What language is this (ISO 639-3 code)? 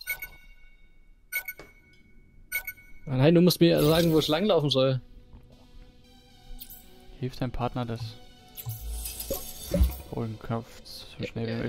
deu